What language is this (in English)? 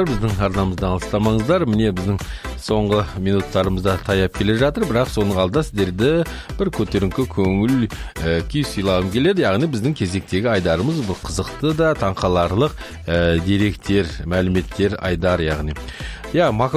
Kazakh